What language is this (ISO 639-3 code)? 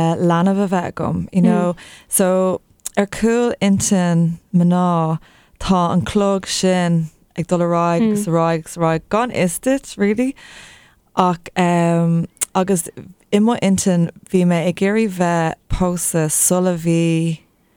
gle